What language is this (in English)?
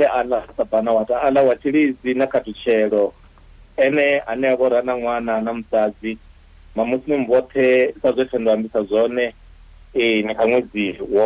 Venda